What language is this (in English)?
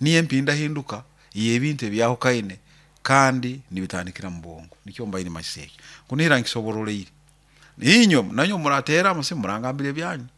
Nyoro